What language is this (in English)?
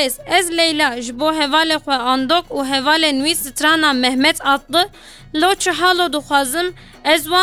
Kurdish